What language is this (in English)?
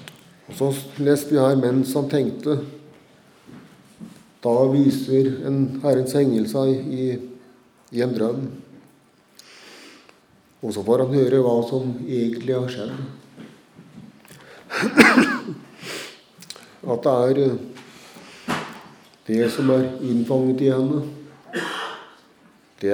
Norwegian